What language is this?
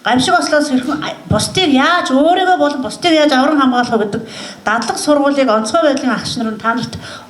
Mongolian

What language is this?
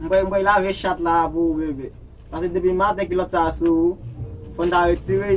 Haitian Creole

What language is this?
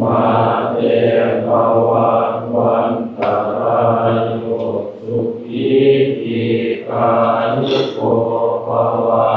Northeastern Thai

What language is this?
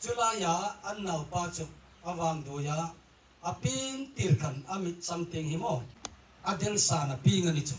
Hmar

